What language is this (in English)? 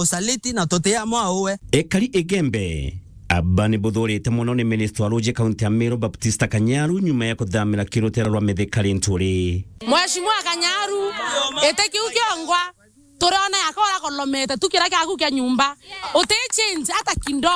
Meru